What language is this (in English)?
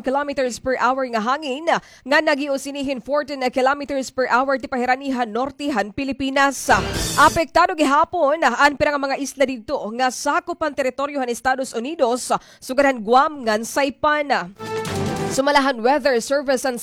Waray